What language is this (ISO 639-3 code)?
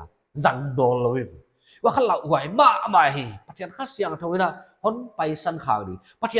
pck